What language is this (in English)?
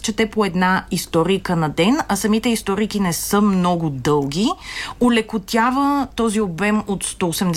Bulgarian